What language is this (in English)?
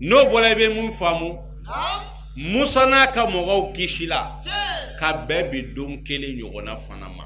Bambara